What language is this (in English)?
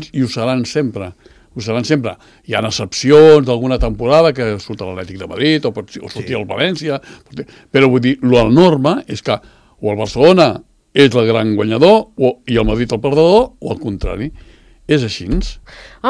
Catalan